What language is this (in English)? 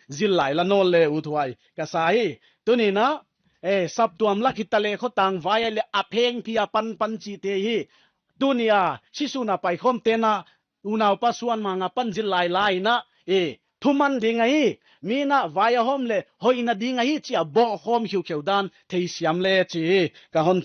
Paite Chin